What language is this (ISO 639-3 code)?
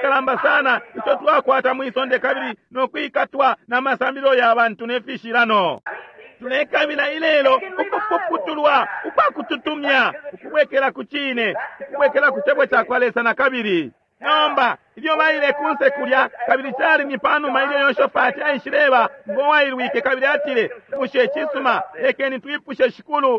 bem